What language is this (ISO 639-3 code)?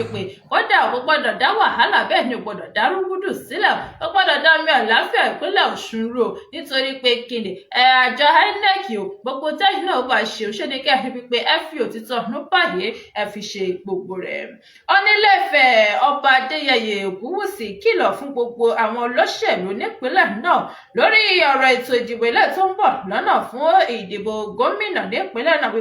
yor